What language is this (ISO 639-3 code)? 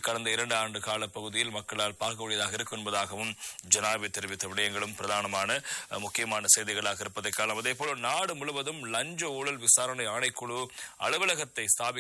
tam